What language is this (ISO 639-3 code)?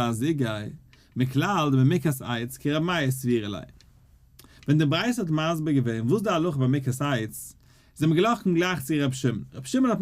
yid